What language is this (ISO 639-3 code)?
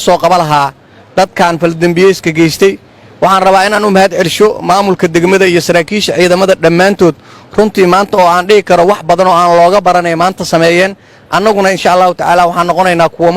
som